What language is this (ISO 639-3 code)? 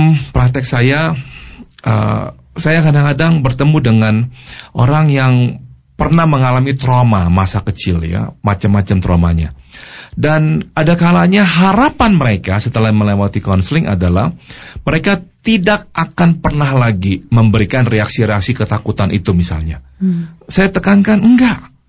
ind